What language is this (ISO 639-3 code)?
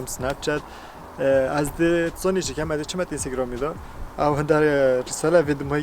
kur